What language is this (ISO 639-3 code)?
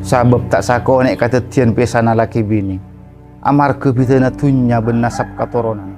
mad